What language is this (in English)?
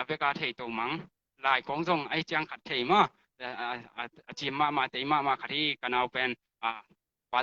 Tedim Chin